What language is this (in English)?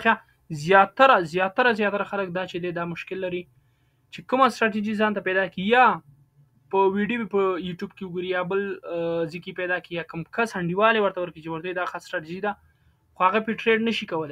Pashto